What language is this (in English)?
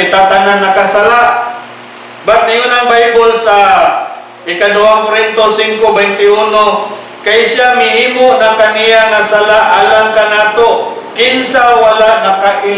Cebuano